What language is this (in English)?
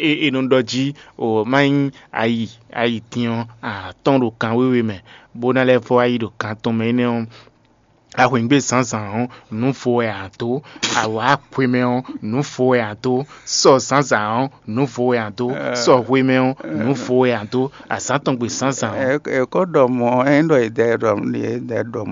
Fon